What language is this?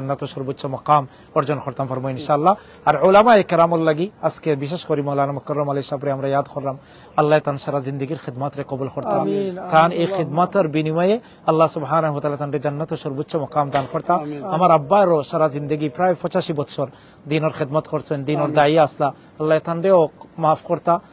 Sylheti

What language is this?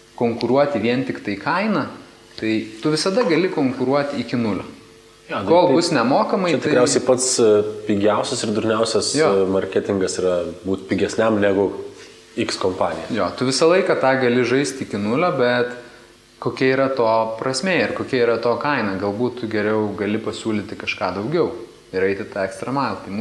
Lithuanian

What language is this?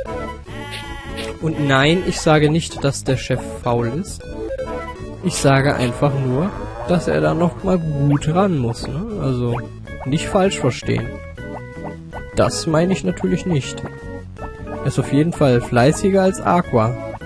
German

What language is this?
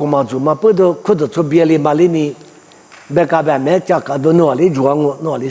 Lisu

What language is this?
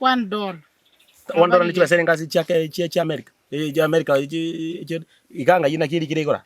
Gusii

